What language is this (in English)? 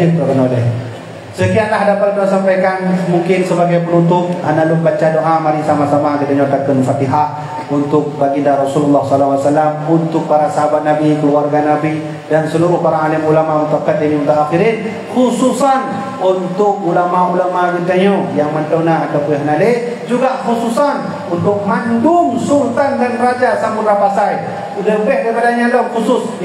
Achinese